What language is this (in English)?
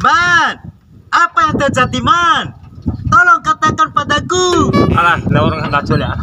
Bima